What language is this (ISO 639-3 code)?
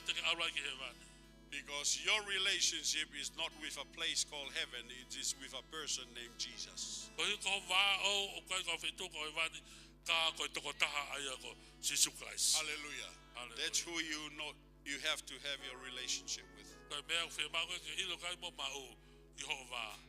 ton